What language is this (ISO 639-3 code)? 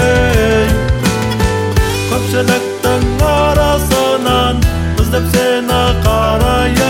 kaz